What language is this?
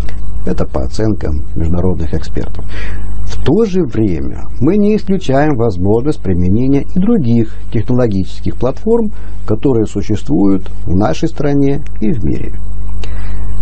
Russian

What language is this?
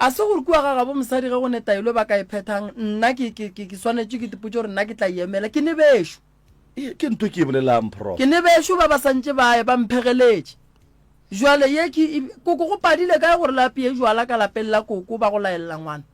Northern Sotho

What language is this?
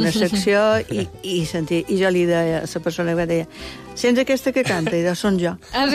Catalan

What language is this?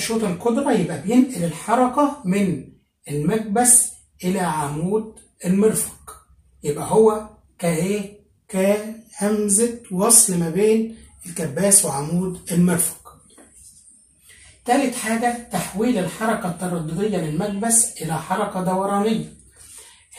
Egyptian Arabic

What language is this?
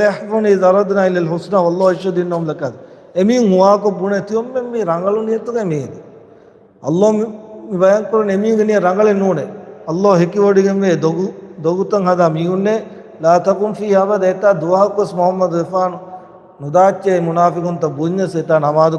Divehi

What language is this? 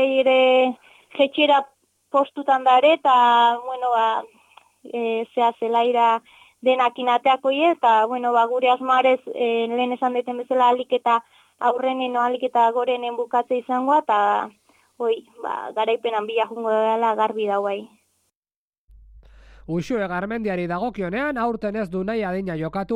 Basque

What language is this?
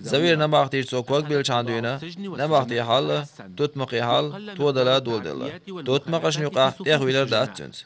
Chechen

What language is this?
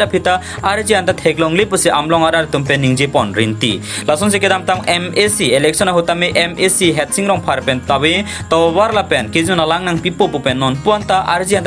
Karbi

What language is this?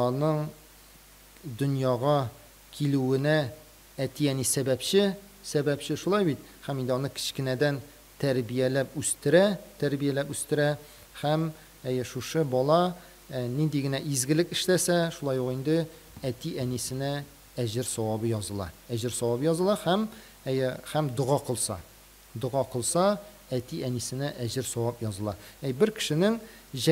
Tatar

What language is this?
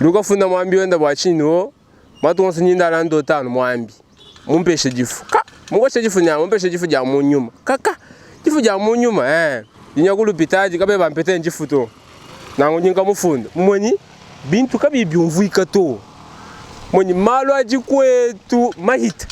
Luba-Lulua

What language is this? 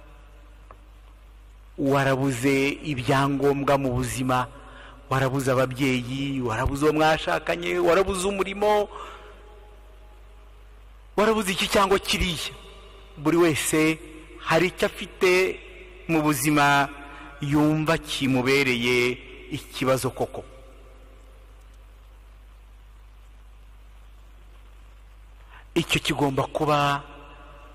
Kinyarwanda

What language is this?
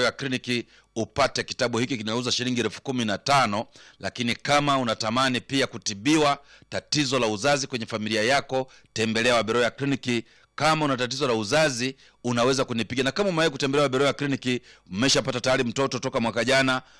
Swahili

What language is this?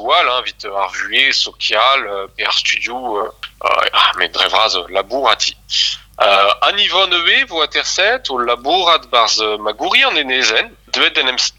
Breton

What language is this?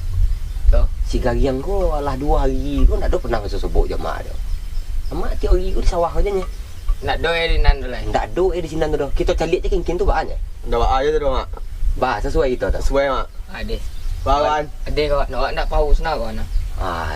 Minangkabau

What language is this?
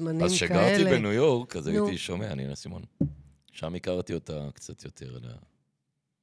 Hebrew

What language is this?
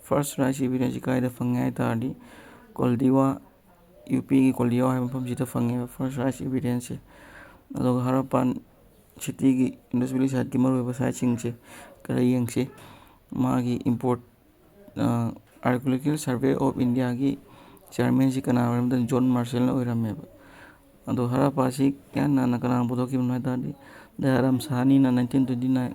Manipuri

